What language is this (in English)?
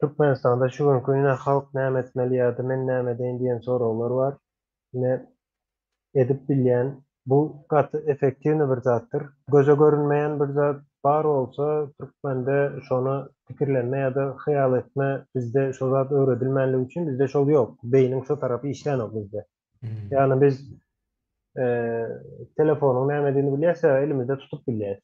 Turkmen